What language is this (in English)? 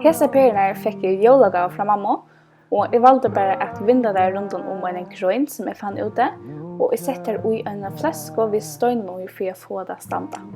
Faroese